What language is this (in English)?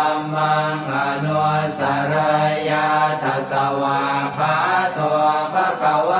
Pali